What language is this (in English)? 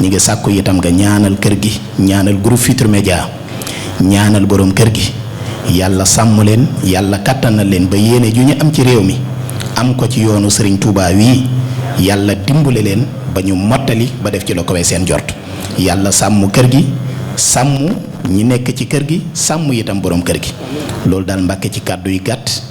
Wolof